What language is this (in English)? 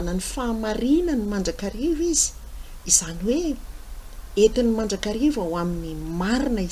Malagasy